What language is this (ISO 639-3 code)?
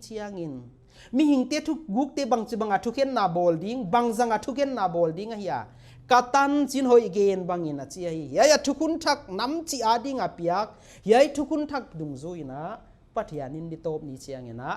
pck